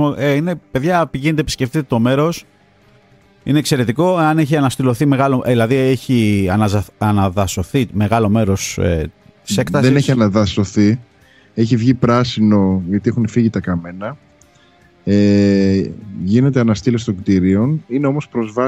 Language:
Greek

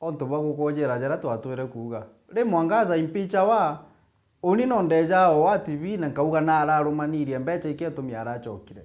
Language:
Meru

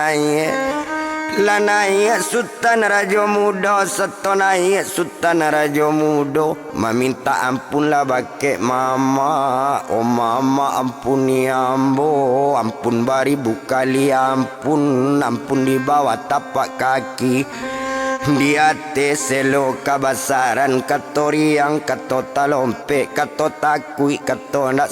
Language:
Minangkabau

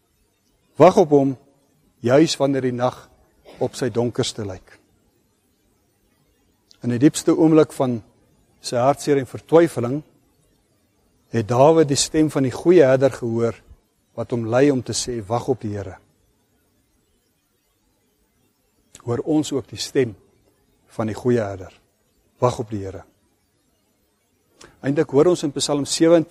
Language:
Afrikaans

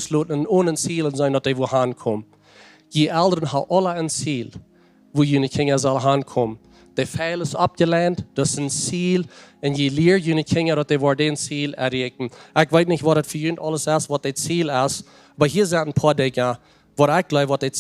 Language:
Plautdietsch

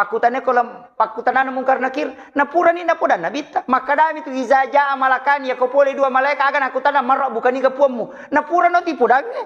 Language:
Buginese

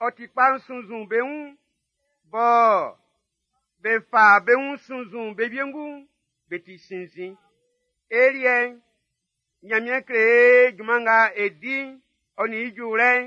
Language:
Baoulé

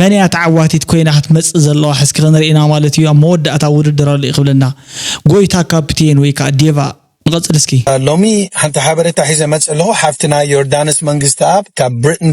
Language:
Tigrinya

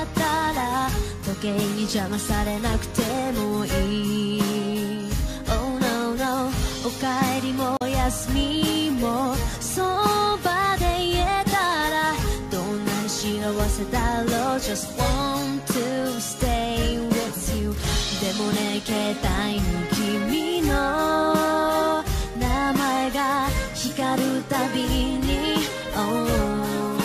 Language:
Japanese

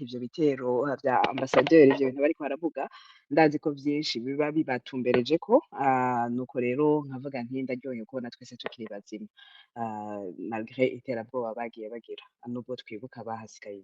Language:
Rundi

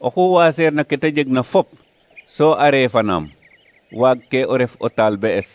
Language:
Serer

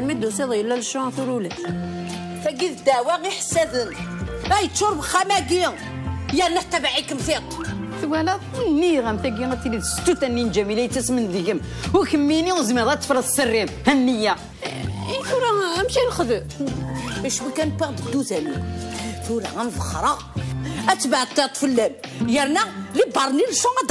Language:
Kabyle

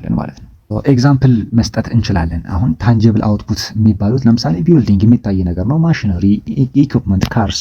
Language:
Amharic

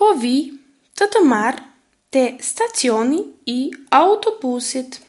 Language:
Albanian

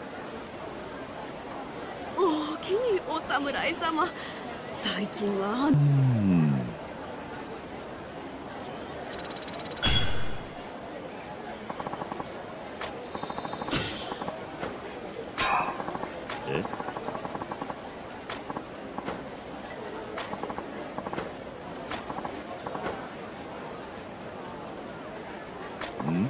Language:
Japanese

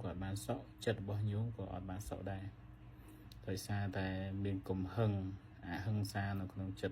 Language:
Khmer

